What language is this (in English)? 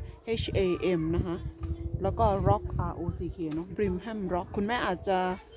Thai